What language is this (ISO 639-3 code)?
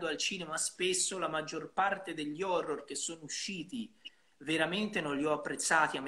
ita